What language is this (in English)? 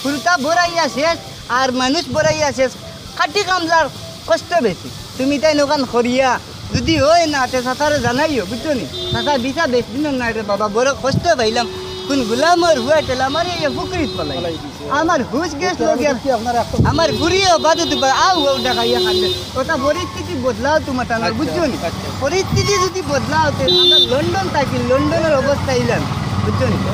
Sylheti